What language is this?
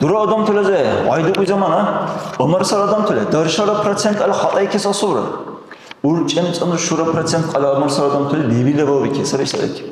Dargwa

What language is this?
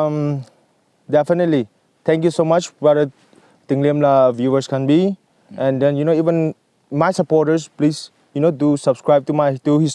Naga Pidgin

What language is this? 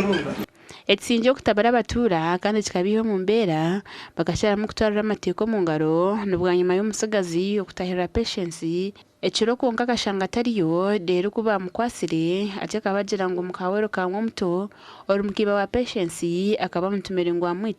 Nyankole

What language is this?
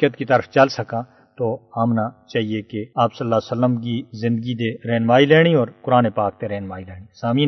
Gujari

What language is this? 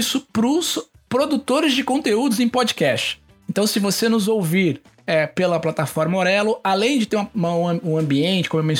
Portuguese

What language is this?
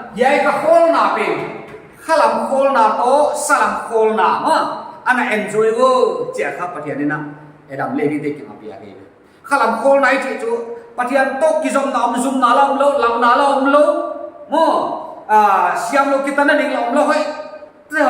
Paite Chin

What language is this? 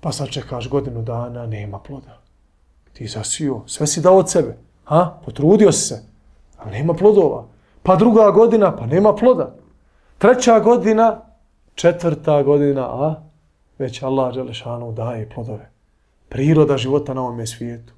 Bosnian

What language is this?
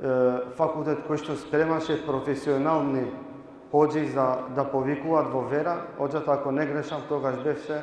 Balkan Romani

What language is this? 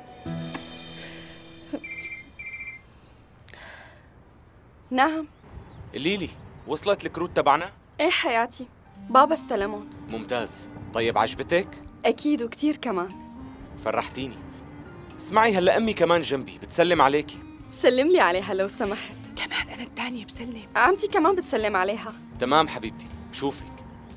North Levantine Arabic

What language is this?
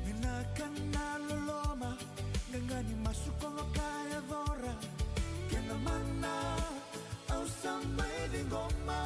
Fijian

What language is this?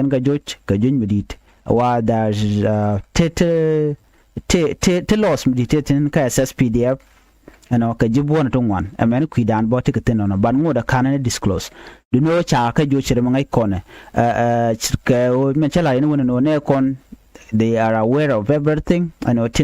Nuer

